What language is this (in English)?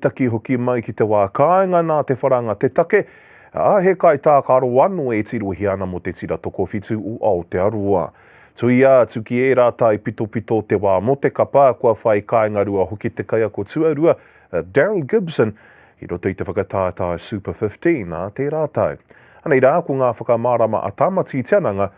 Māori